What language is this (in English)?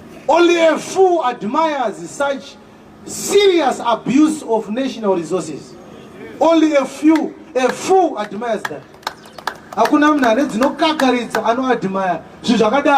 Shona